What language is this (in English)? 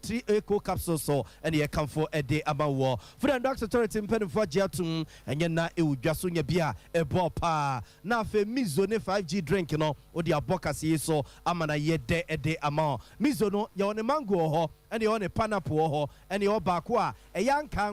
Akan